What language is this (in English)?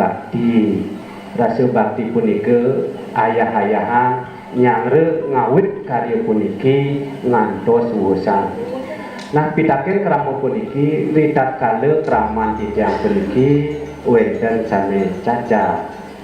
Balinese